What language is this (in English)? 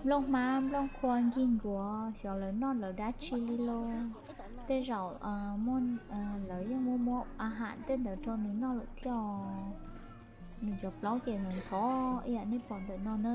Hmong